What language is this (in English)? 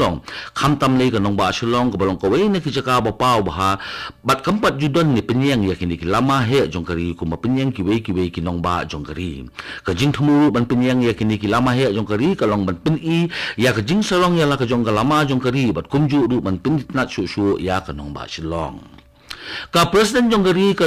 Khasi